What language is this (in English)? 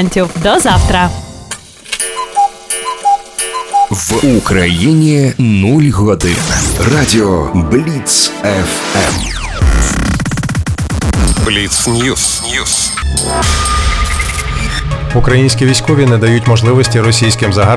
Ukrainian